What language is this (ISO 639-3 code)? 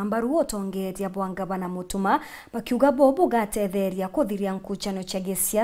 mer